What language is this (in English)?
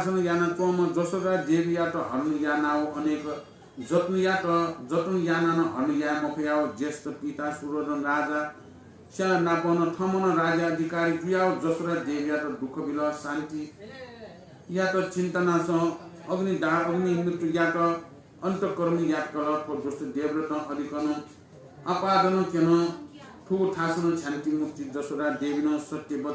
Newari